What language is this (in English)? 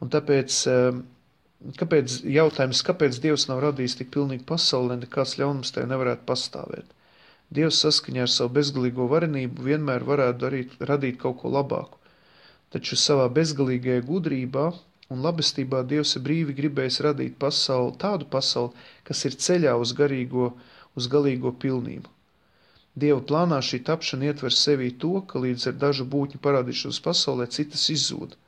Latvian